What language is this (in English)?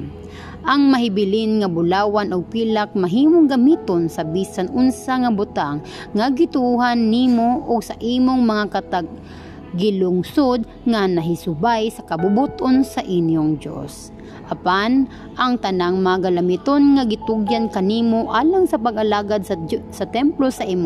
Cebuano